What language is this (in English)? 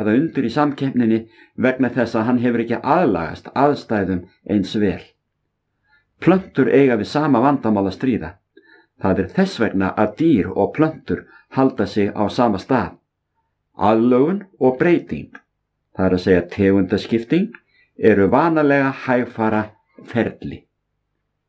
Icelandic